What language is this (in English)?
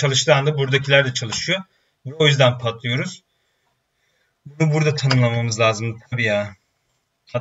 Turkish